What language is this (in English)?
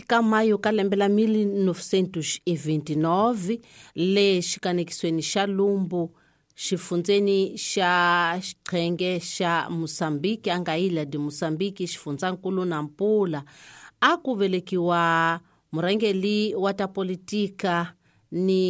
Tsonga